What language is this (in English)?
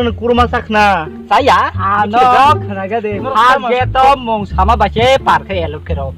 Kok Borok